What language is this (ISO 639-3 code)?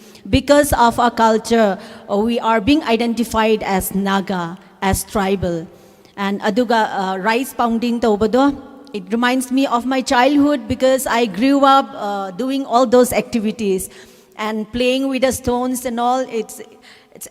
nmf